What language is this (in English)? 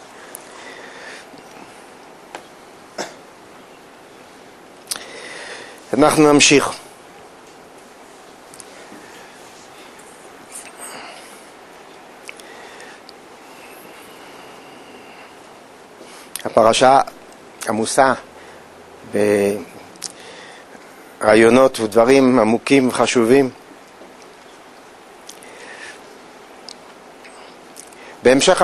Hebrew